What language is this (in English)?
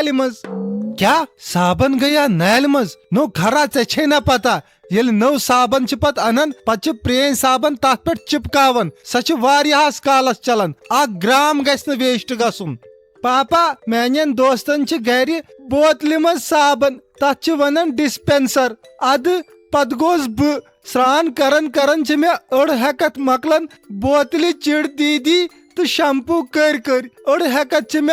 Kashmiri